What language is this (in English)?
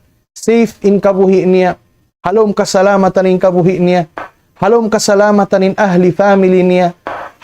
Tausug